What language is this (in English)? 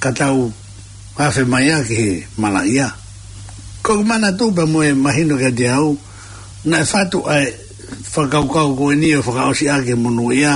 Tongan